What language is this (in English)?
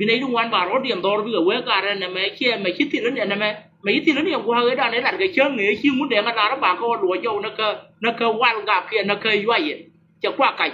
Nuer